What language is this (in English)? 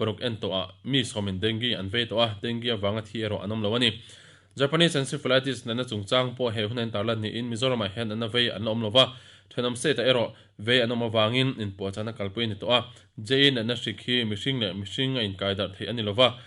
Mizo